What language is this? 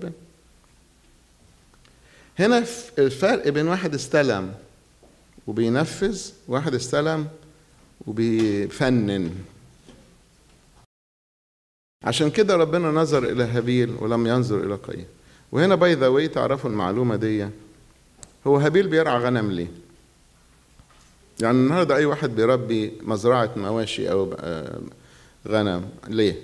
Egyptian Arabic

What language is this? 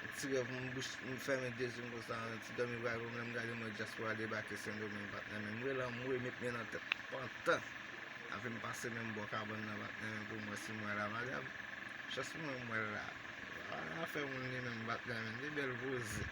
Haitian Creole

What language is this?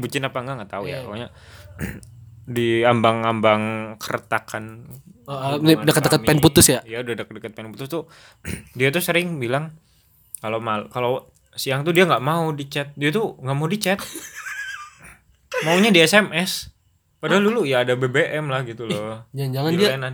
Indonesian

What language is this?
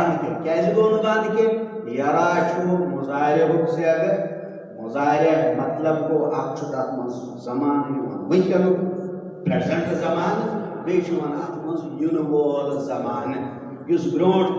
Kashmiri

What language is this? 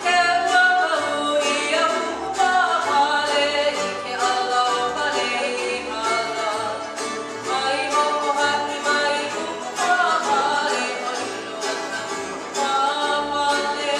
Hawaiian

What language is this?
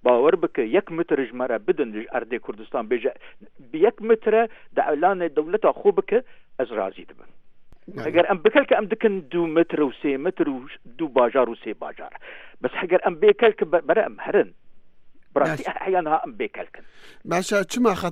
Kurdish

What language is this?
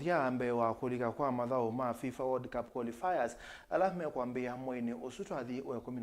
Kamba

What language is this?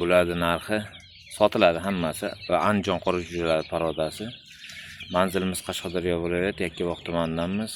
Uzbek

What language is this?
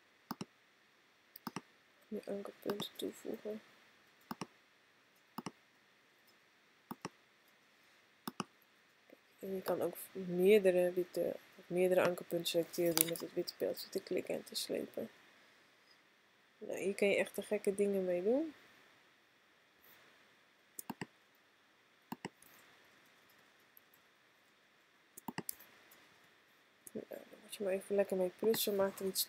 Dutch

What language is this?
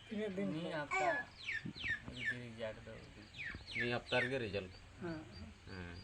Santali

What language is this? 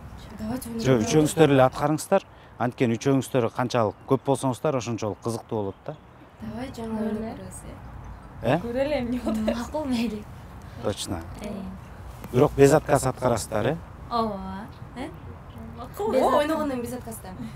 Kyrgyz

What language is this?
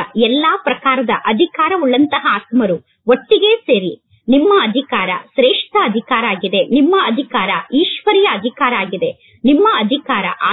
Kannada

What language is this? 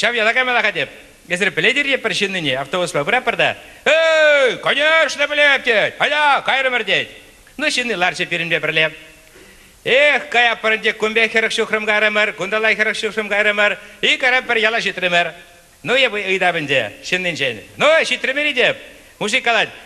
Chuvash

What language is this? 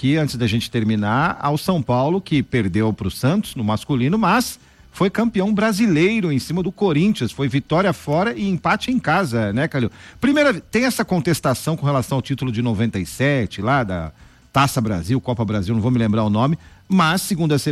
Portuguese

